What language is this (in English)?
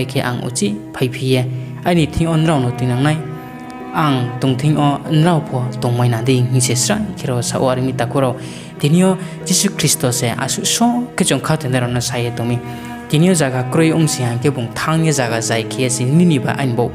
Riang (India)